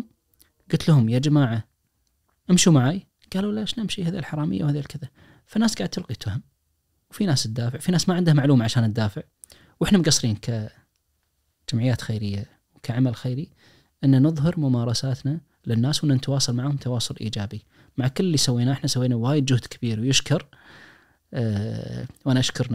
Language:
Najdi Arabic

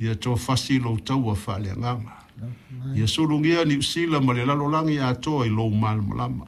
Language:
Samoan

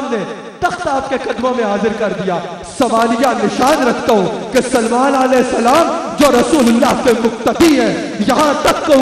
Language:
Urdu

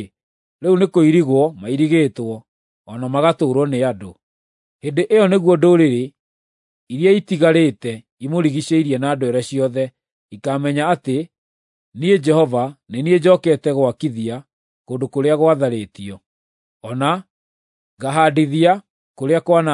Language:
Kikuyu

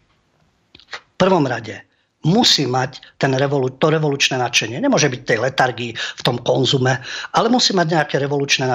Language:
Slovak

